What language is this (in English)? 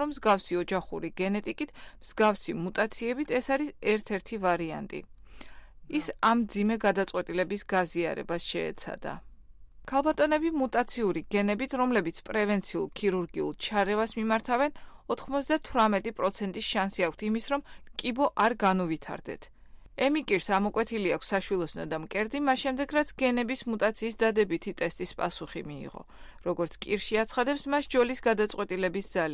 Georgian